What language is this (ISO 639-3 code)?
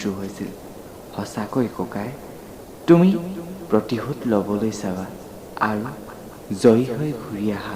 asm